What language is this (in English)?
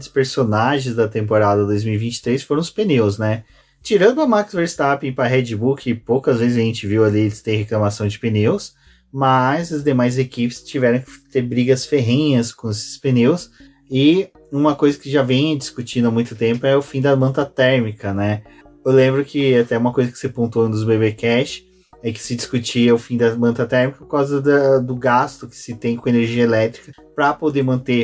Portuguese